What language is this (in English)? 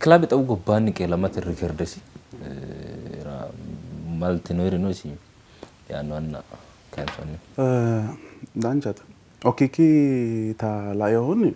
Sidamo